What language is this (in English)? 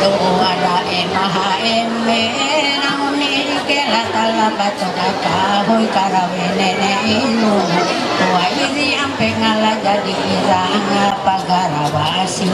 Ma'anyan